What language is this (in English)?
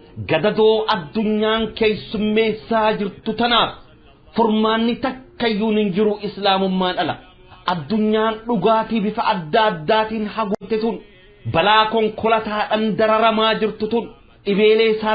Oromo